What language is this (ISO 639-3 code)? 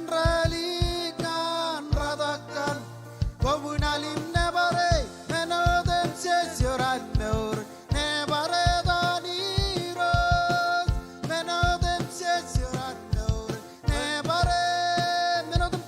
mah